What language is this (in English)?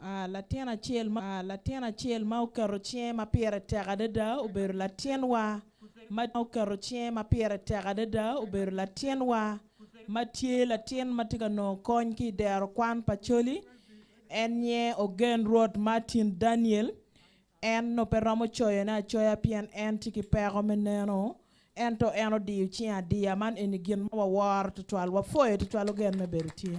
Acoli